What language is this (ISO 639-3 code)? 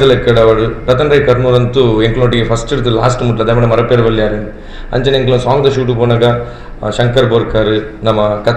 tcy